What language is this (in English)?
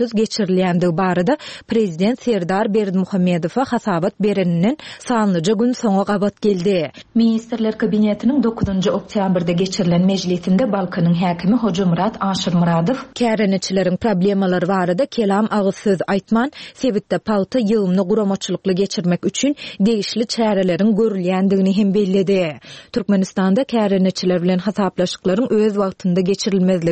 Turkmen